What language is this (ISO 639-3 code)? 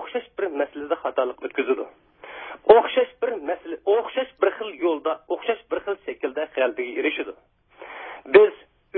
uig